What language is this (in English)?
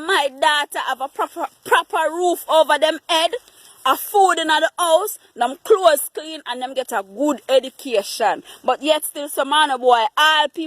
Jamaican Creole English